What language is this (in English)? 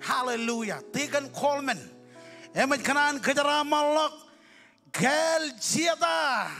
Marshallese